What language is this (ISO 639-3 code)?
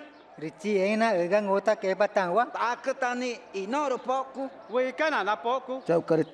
tca